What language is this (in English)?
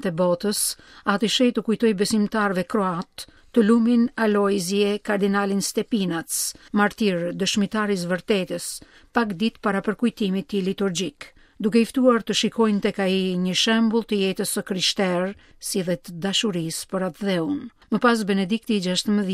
Albanian